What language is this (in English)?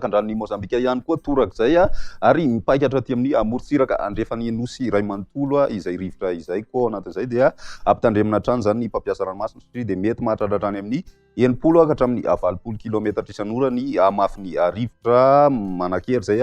Malagasy